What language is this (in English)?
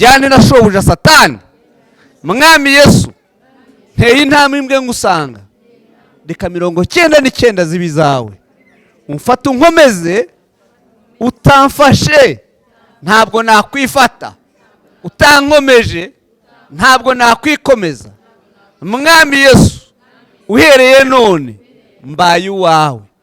Kinyarwanda